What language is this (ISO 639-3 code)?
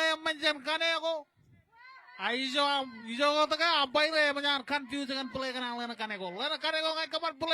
mah